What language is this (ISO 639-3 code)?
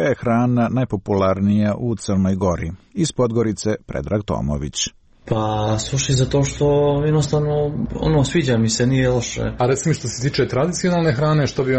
srp